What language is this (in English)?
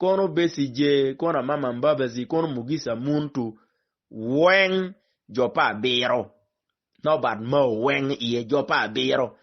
Acoli